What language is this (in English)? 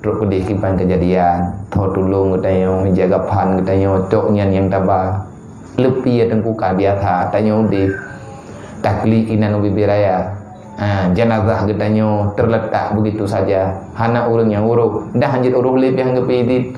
Achinese